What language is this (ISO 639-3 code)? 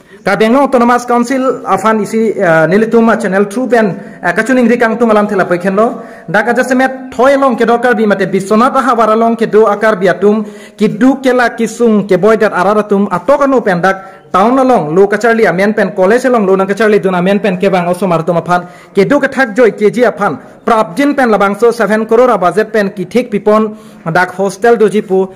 mjw